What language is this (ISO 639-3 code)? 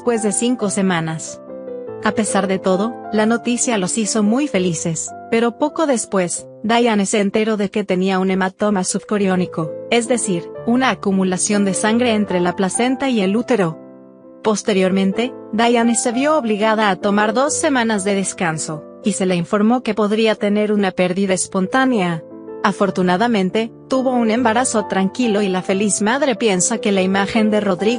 spa